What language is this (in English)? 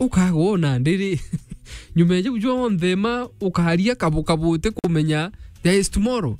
Meru